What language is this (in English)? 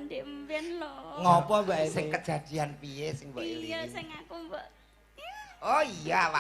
Javanese